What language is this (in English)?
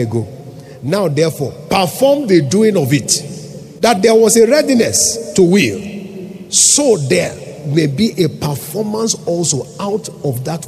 English